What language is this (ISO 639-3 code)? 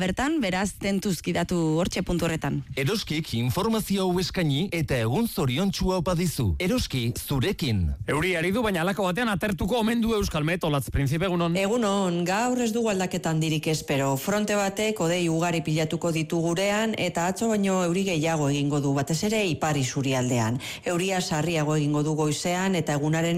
eus